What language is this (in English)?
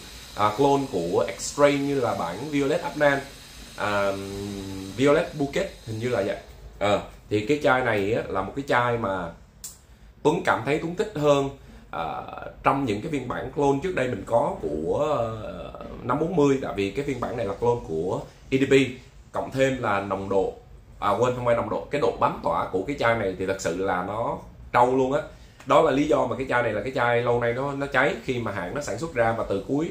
Vietnamese